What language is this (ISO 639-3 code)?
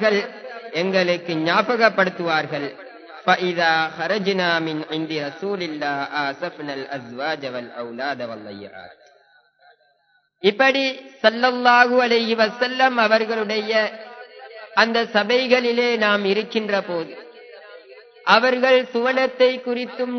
tam